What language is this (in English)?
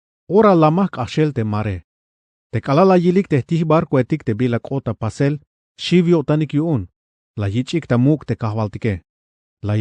Tzeltal